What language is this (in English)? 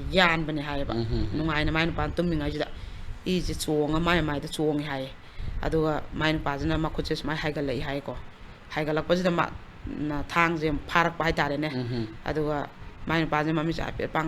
Manipuri